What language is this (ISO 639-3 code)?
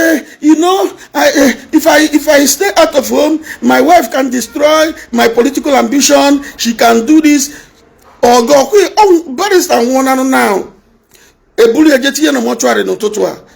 ibo